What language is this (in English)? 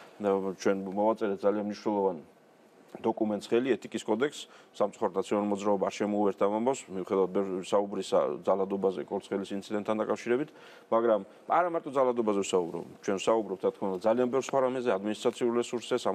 Georgian